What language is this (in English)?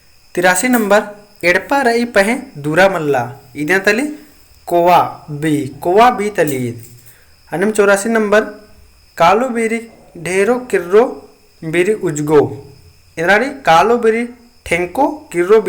Kurukh